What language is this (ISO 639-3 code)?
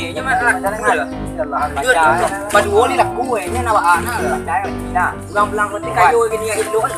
min